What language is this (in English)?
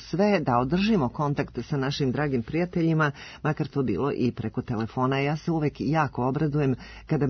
Serbian